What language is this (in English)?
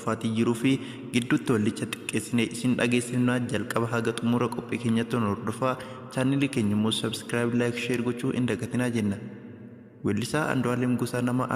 Oromo